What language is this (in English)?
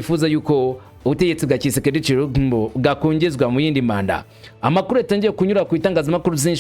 Kinyarwanda